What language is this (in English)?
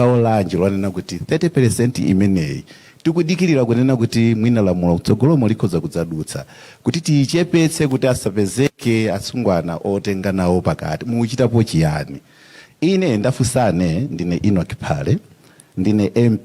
Nyanja